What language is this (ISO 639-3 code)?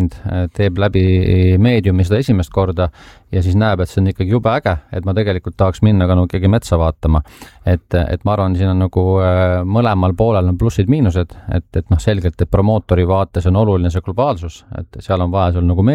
est